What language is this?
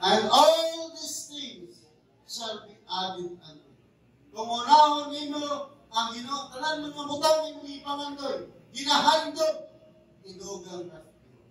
Cebuano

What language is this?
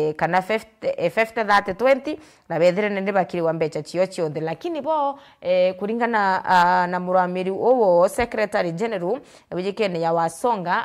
Meru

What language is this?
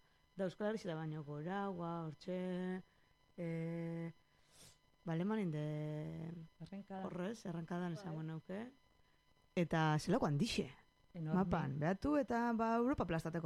Basque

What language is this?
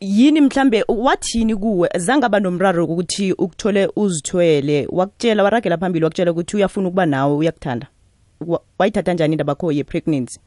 South Ndebele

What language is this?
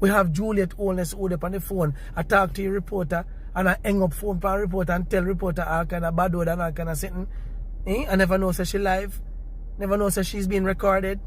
Jamaican Creole English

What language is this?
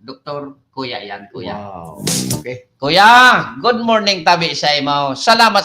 Bikol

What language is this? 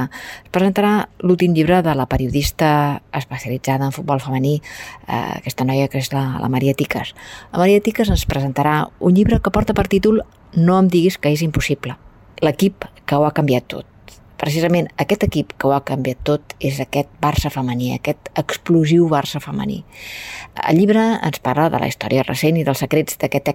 Catalan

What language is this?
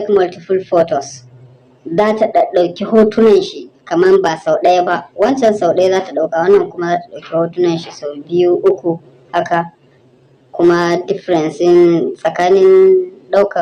Hausa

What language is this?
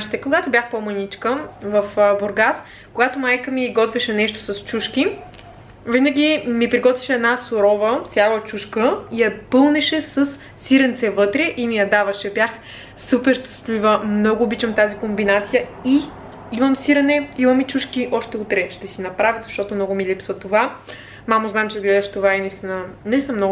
Bulgarian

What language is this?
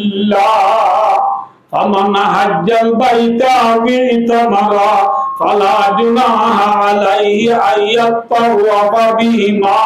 Rohingya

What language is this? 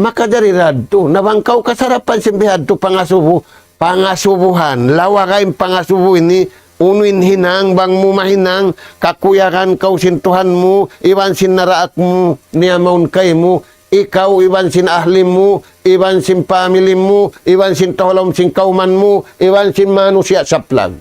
Tausug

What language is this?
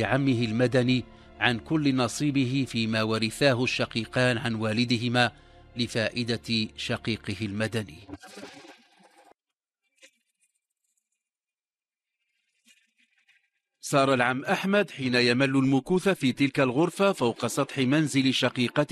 Arabic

